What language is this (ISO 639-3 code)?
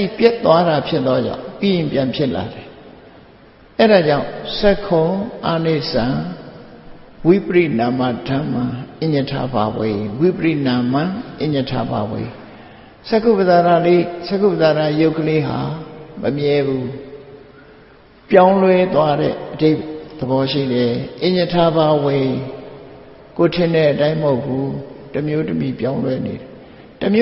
mya